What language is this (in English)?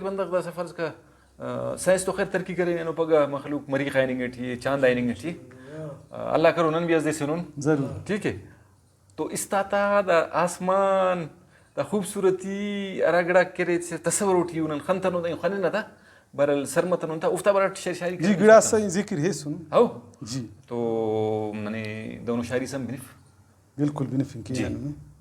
Brahui